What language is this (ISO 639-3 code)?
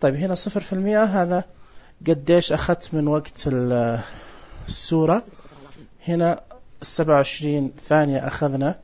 ars